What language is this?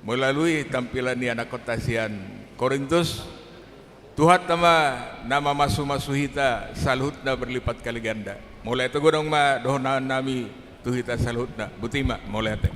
Batak Toba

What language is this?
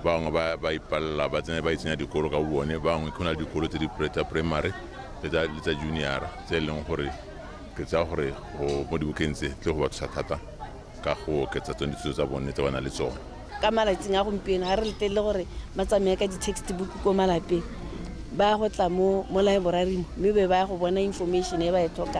Tswana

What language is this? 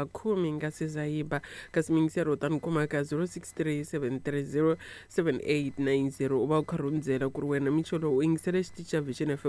Tsonga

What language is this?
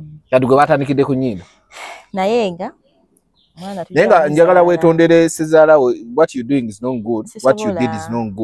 Ganda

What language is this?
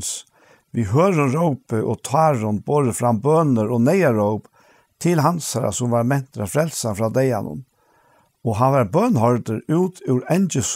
Faroese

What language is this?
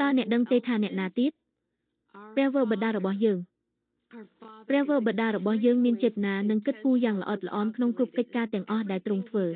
Khmer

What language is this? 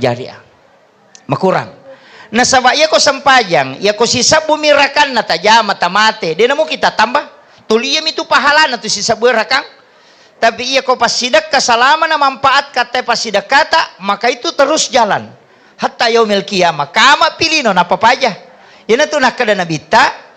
Buginese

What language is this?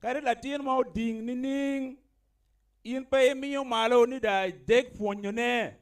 Acoli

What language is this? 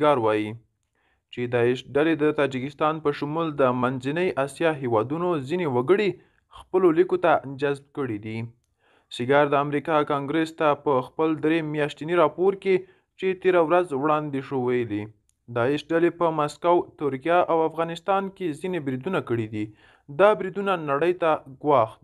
Pashto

